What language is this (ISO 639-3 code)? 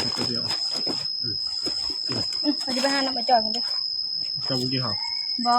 tts